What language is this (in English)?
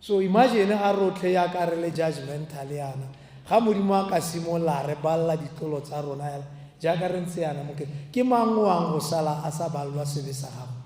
Tswana